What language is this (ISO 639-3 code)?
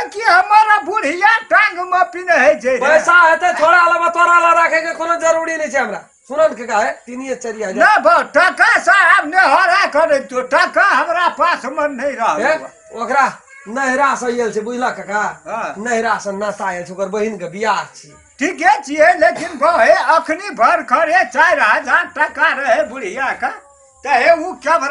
mai